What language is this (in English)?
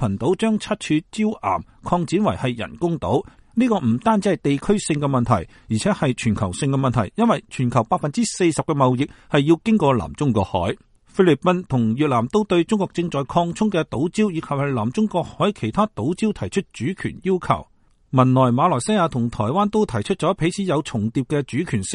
Cantonese